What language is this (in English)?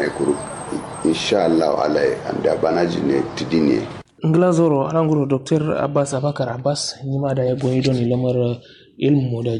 Kanuri